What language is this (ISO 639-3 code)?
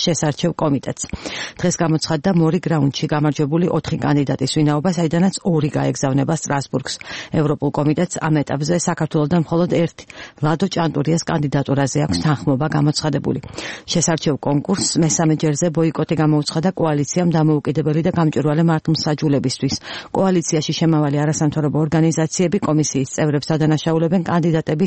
kat